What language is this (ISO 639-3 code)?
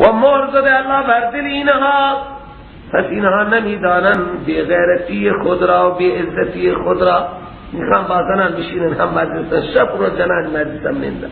fas